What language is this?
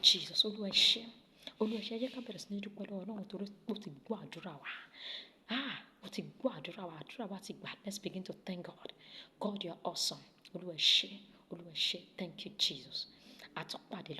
Yoruba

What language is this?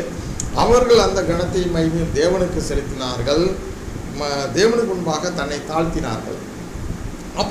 Tamil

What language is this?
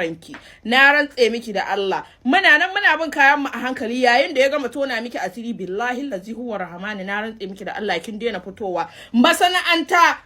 Hausa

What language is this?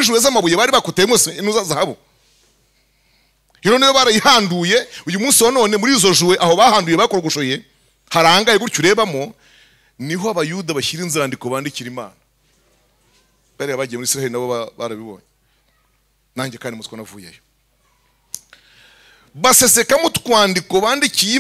Kinyarwanda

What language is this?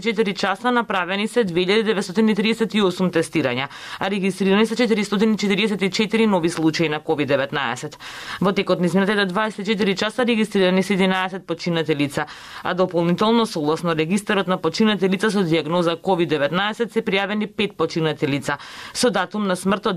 Macedonian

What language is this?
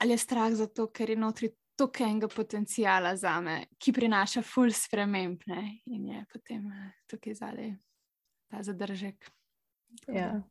Slovenian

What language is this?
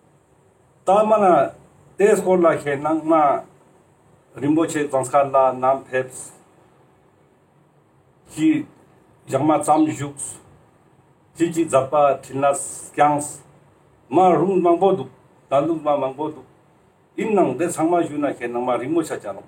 Ladakhi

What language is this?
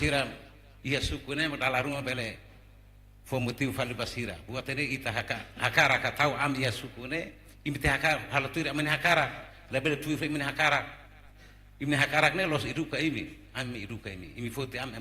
Tetum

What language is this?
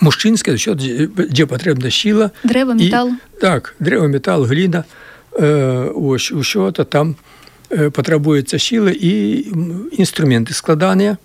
Belarusian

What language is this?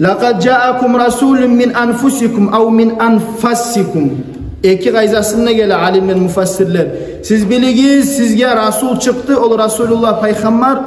Kumyk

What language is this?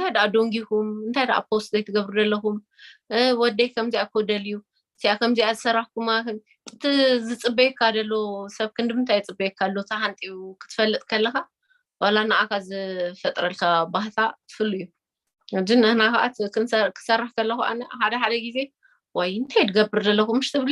Tigrinya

